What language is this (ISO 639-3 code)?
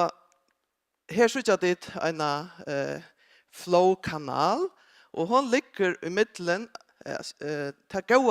fao